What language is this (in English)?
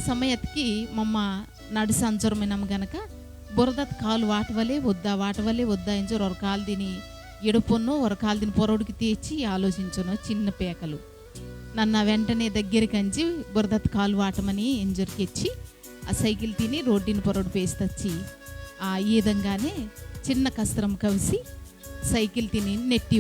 Koya